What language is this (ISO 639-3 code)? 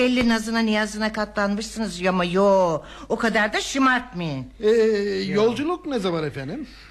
tur